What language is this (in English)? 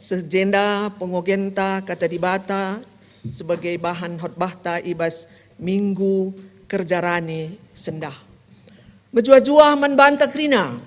Batak Karo